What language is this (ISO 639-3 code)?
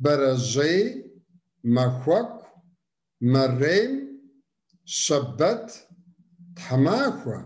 kbd